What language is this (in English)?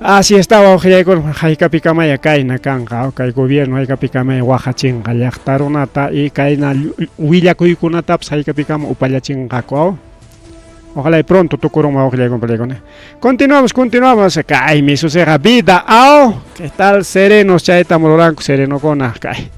Ayacucho Quechua